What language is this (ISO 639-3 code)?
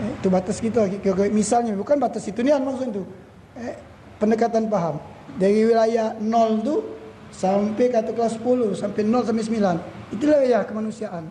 mui